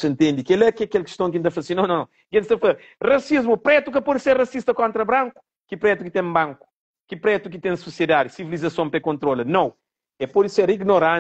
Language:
Kabuverdianu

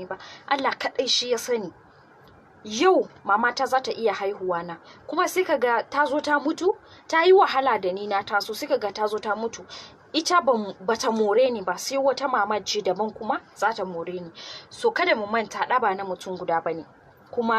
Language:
Hausa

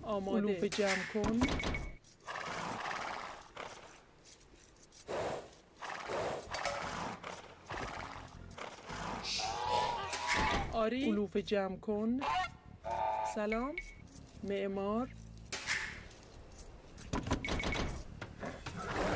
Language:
Persian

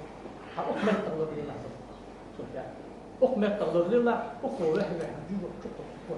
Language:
Ingush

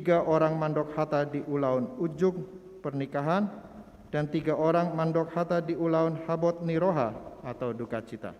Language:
Batak Toba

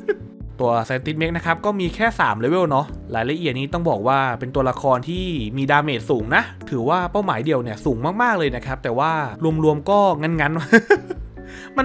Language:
Thai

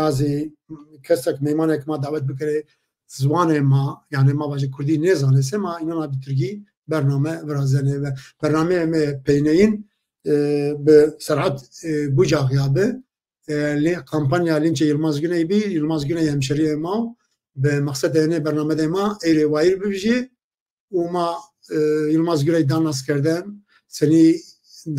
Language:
Zaza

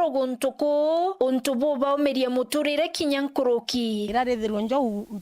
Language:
Meru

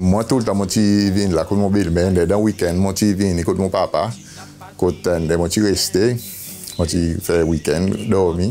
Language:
Seselwa Creole French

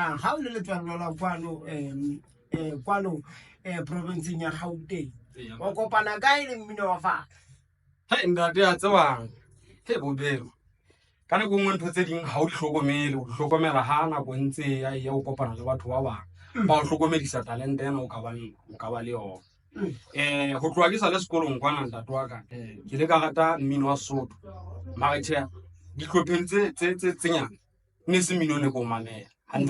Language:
Southern Sotho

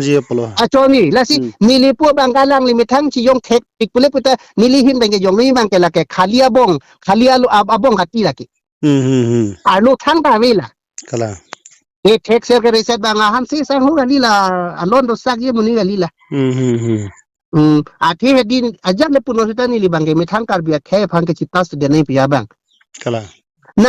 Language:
Karbi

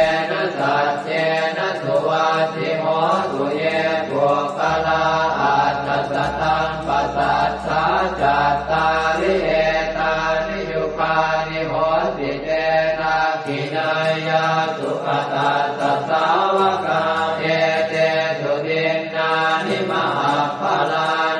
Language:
Pali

